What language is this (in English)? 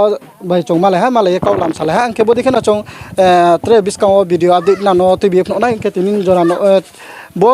Riang (India)